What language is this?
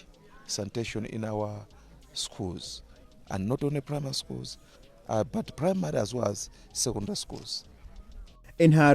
English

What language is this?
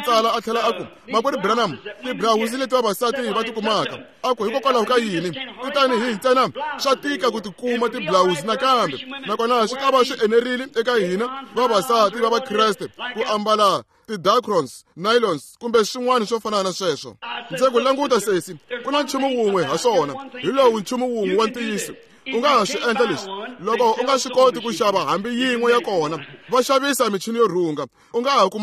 Tsonga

